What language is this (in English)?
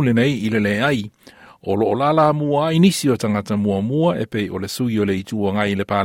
Samoan